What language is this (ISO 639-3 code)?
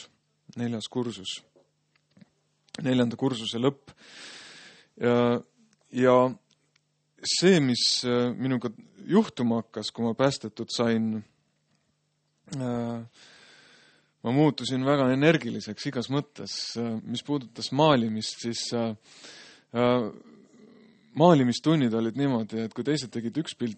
est